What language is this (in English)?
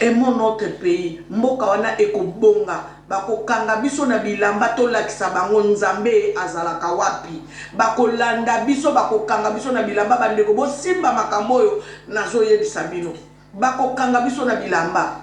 Lingala